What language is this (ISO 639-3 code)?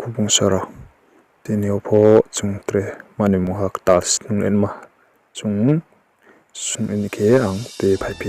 ria